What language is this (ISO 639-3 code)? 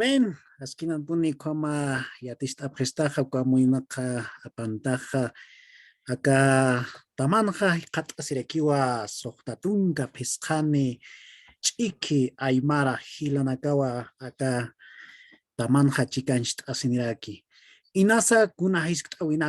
aym